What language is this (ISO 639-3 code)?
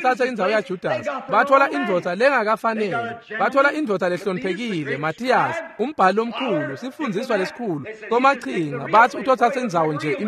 ssw